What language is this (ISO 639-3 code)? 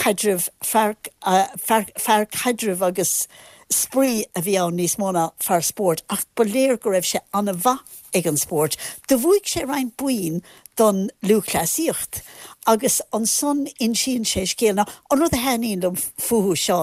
gle